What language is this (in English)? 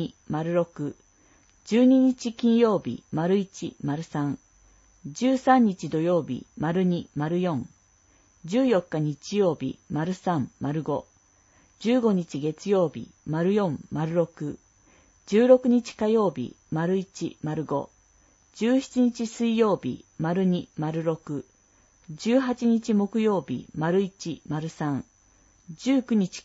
Japanese